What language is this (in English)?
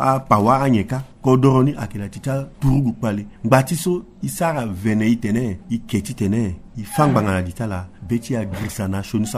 Sango